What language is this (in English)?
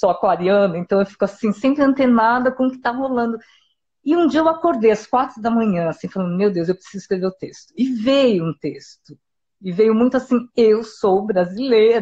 Portuguese